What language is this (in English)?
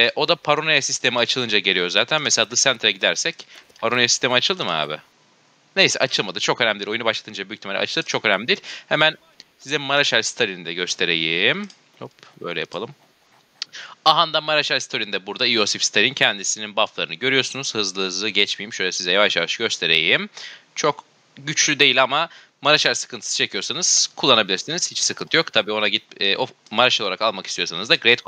Turkish